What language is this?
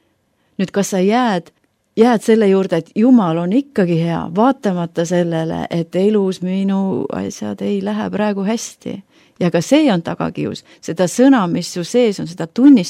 Estonian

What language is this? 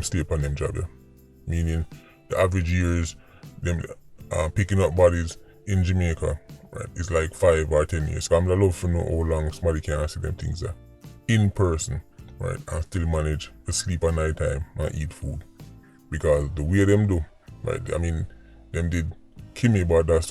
Jamaican Creole English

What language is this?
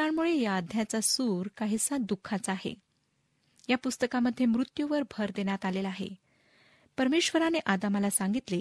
Marathi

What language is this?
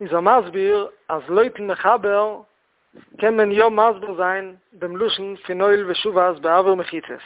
Yiddish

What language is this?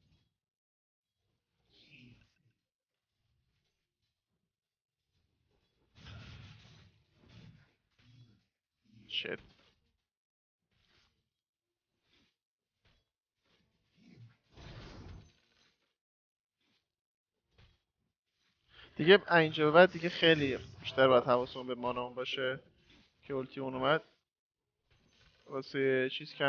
Persian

